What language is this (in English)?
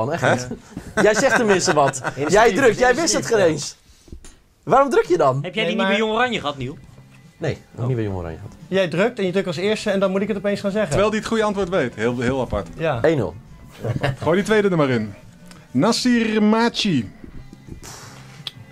Dutch